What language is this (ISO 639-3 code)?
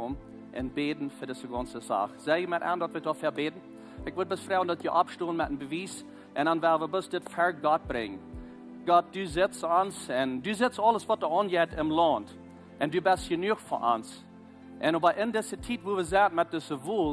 pdt